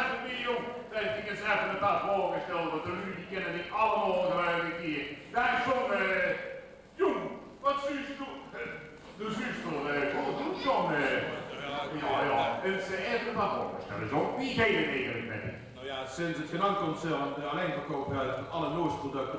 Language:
Limburgish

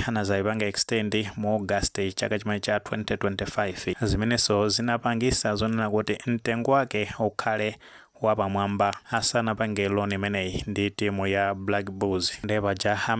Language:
Nyanja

